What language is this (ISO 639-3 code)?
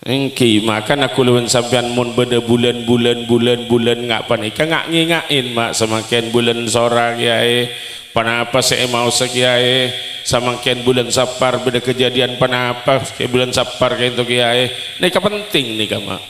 mad